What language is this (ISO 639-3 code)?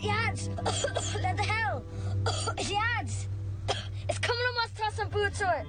gle